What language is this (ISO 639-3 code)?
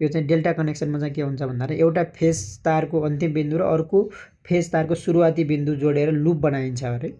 nep